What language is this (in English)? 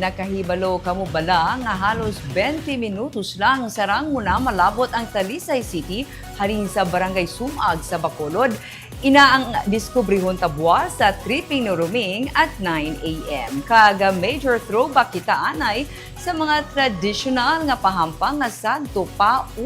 Hiligaynon